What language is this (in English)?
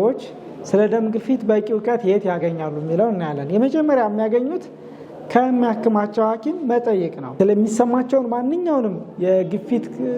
Amharic